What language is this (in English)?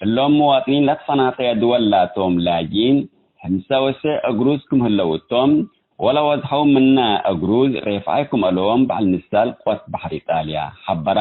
Tigre